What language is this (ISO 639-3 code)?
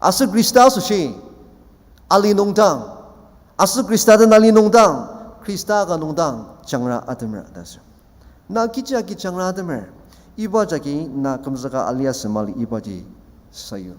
njo